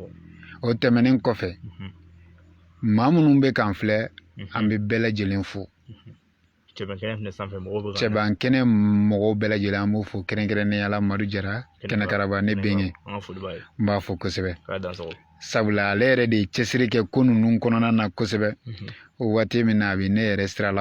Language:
Bambara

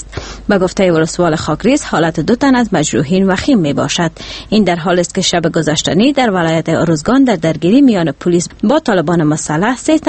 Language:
Persian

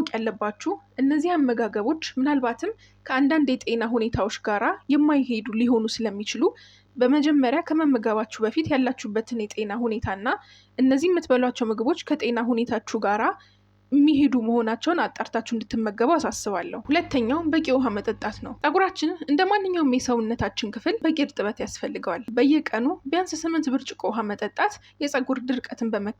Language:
Amharic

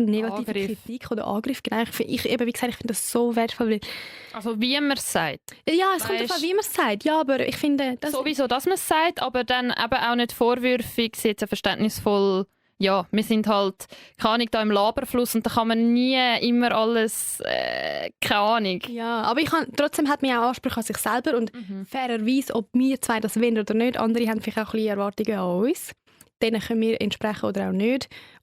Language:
Swiss German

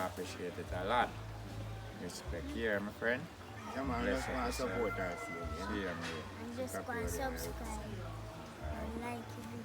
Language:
Jamaican Creole English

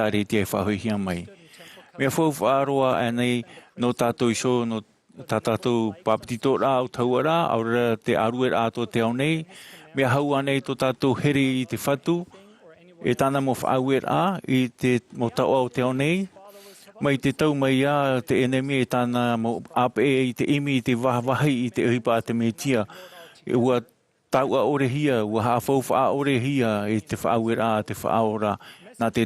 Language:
Tahitian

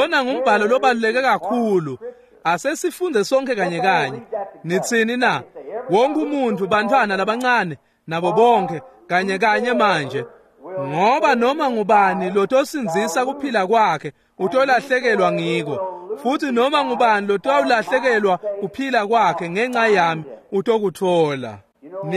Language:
Swati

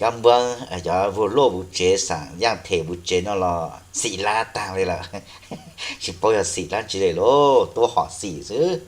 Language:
Hmong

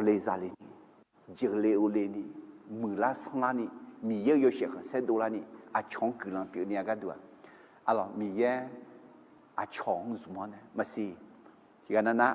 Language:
Akha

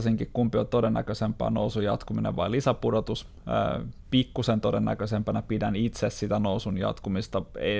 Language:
Finnish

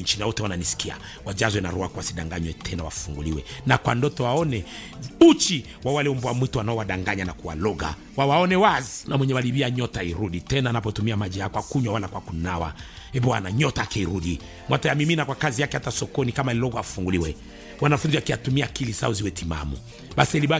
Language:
Swahili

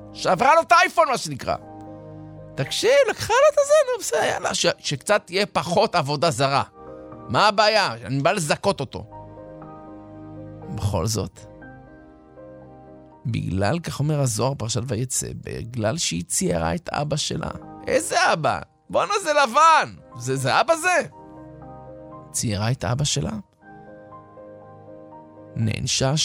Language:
Hebrew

